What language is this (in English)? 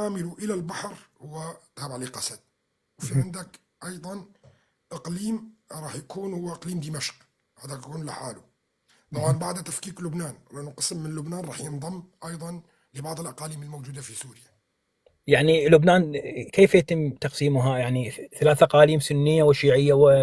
North Levantine Arabic